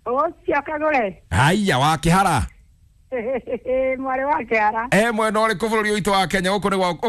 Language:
Kikuyu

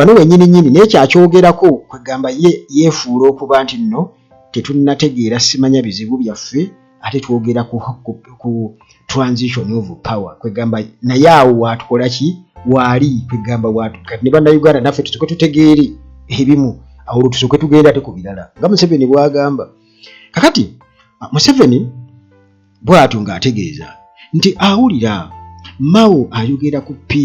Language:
Ganda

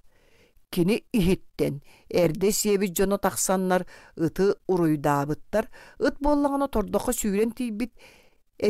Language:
Yakut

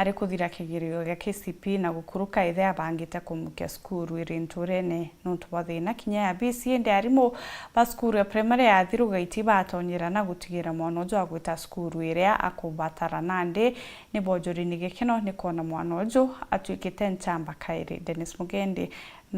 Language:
Meru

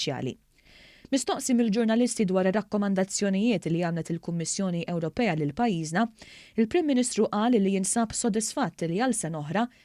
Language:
Maltese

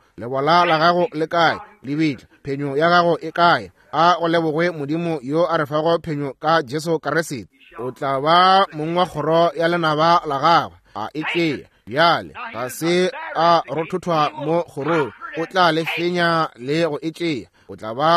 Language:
Northern Sotho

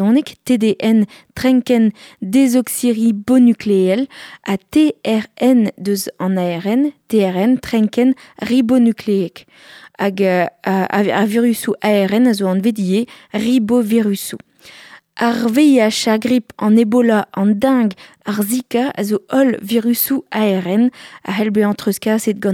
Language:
Breton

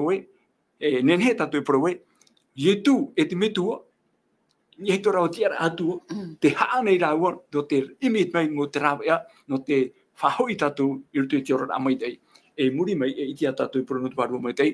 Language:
Tahitian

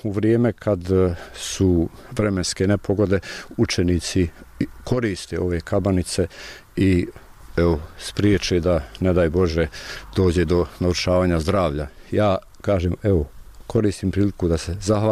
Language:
Bosnian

